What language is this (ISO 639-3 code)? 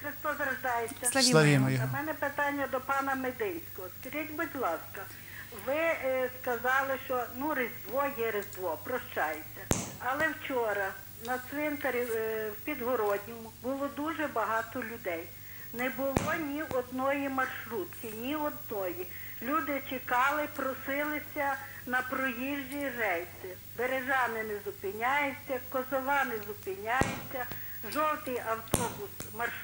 ukr